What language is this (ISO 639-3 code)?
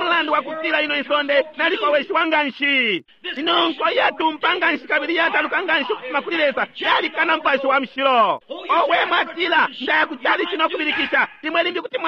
bem